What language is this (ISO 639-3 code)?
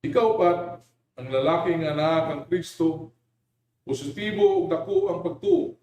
ceb